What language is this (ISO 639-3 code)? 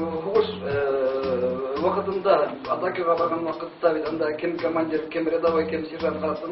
bak